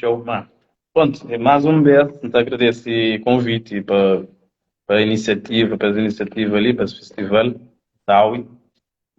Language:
Kabuverdianu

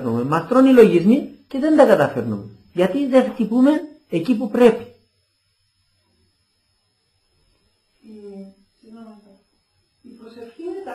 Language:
Greek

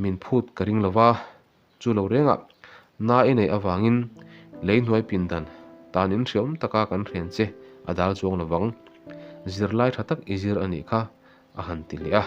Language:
Mizo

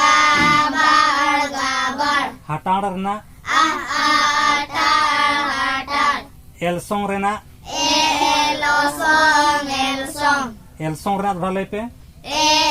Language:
Santali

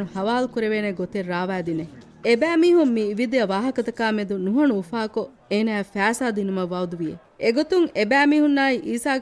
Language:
Divehi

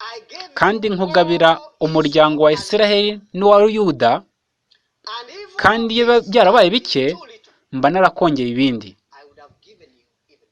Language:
Kinyarwanda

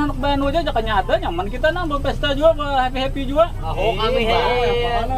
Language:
Banjar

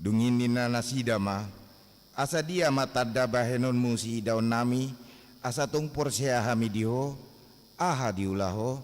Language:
Batak Toba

